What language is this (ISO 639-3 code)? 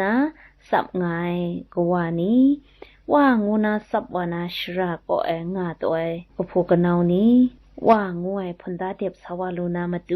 kac